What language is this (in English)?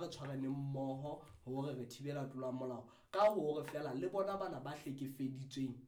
Southern Sotho